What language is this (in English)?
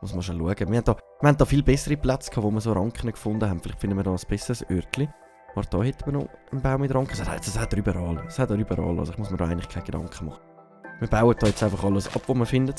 Swiss German